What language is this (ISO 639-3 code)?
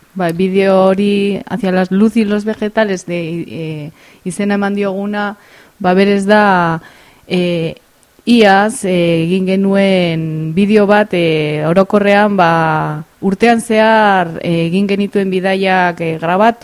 eus